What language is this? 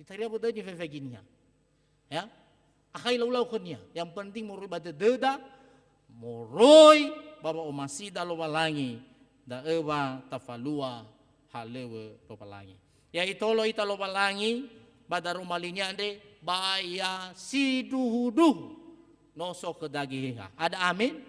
Nias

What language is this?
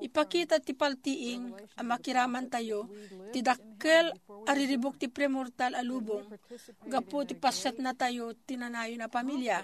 Iloko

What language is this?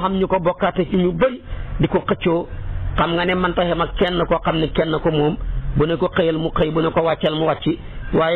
Wolof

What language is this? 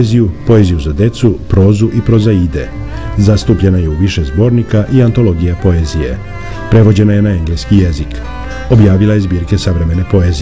Serbian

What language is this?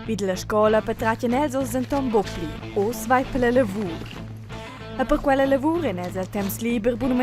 Romansh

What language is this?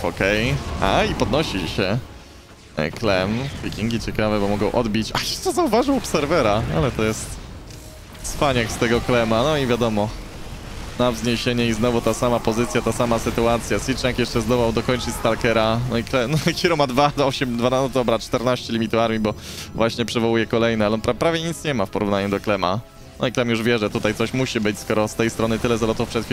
Polish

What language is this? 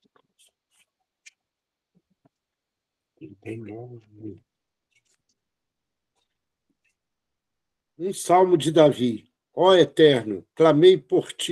Portuguese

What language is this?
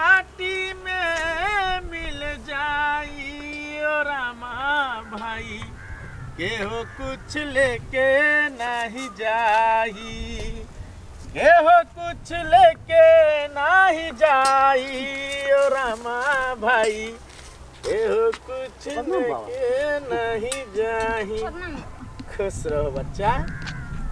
Maithili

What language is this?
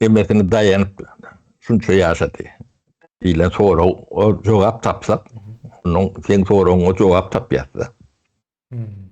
Turkmen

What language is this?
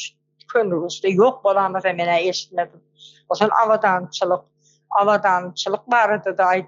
Turkmen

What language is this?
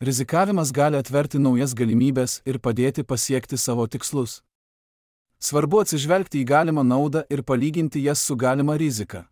Lithuanian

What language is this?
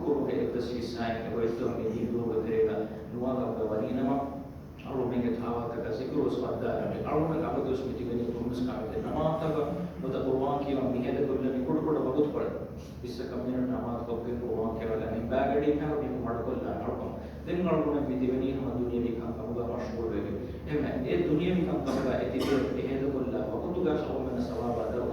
Divehi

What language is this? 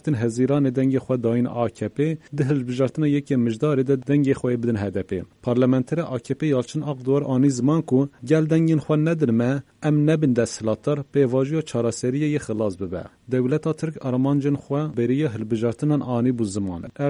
Kurdish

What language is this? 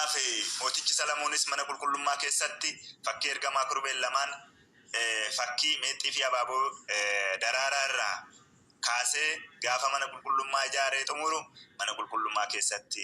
Oromo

